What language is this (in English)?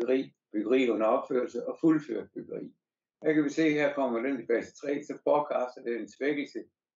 Danish